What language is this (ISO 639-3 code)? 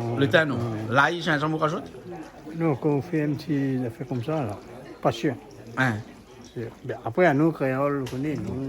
rcf